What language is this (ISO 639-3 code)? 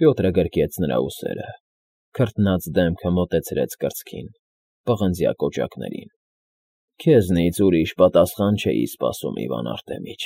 hye